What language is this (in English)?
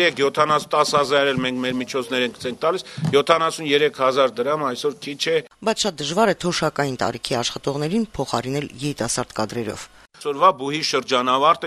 Armenian